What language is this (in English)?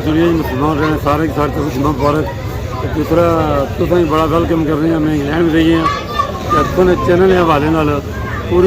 Pahari-Potwari